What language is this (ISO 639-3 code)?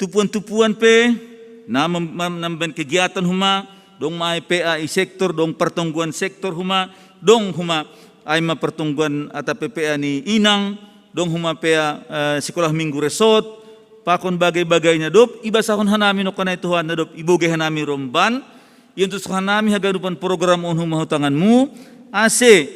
bts